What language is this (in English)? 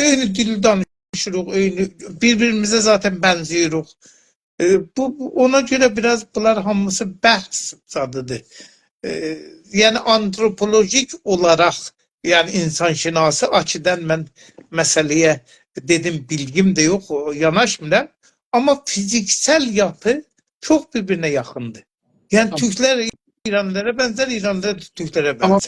South Azerbaijani